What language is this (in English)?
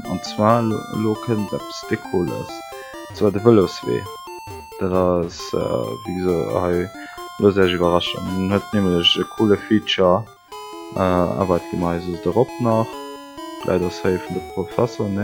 Luxembourgish